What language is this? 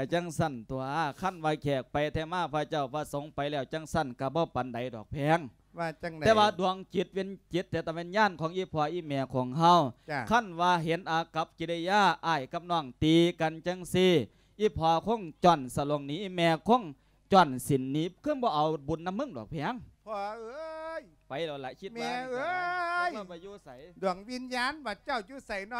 Lao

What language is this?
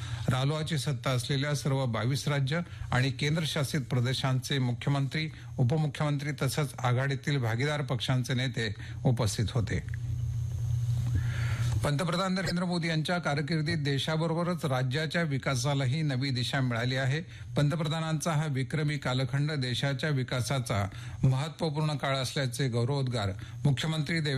Marathi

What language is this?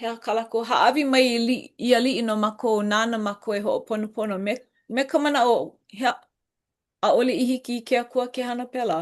Hawaiian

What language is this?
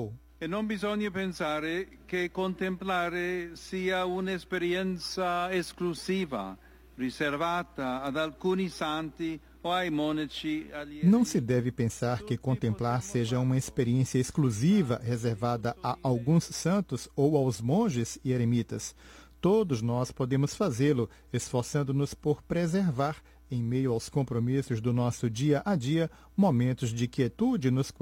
Portuguese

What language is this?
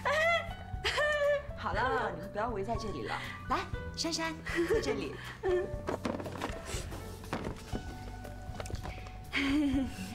Chinese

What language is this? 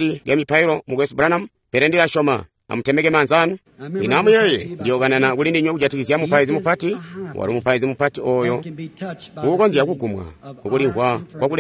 Tonga (Zambia)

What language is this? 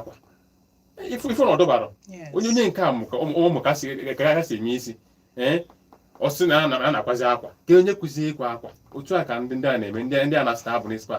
Igbo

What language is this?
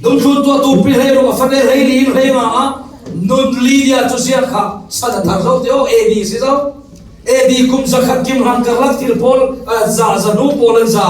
Falam Chin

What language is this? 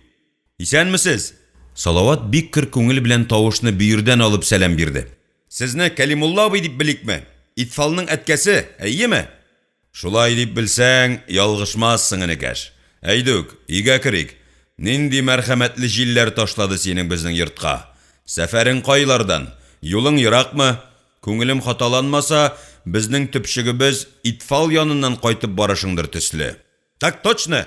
Tatar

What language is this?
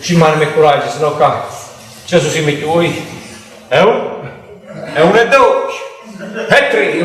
Neapolitan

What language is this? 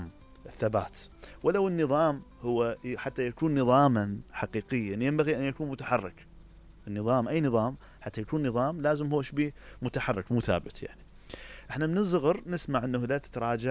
Mesopotamian Arabic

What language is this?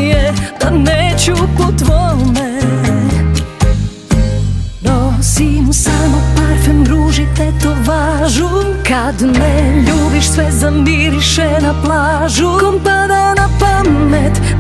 Serbian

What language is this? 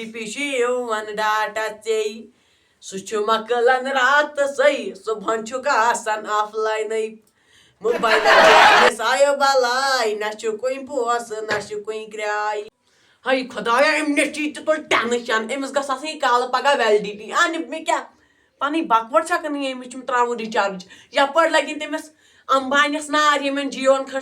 Kashmiri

